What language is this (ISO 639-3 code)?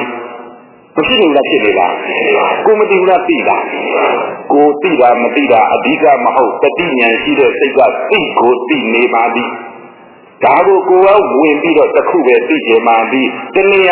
mya